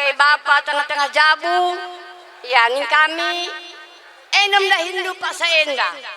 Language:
Batak Karo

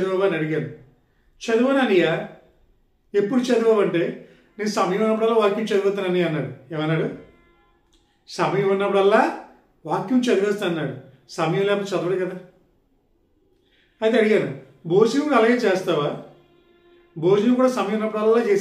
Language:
Telugu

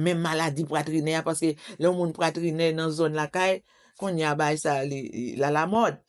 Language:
Haitian Creole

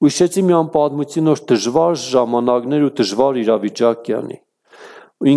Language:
Armenian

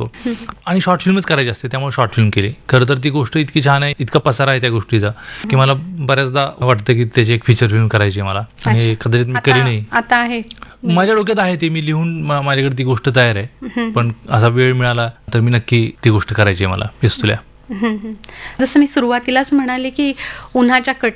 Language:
Marathi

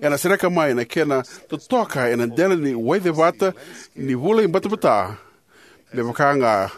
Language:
Fijian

